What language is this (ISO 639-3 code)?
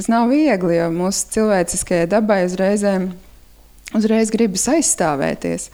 lav